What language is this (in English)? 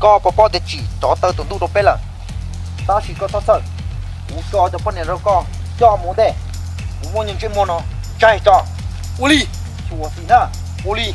Hmong